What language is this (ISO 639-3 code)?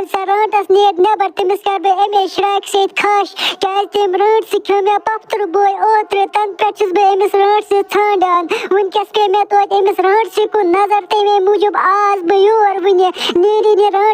kas